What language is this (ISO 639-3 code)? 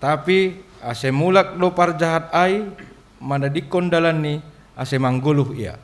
bts